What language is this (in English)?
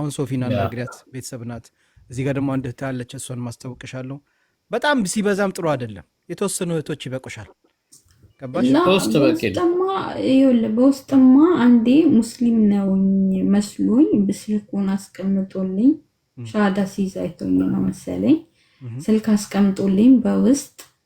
Amharic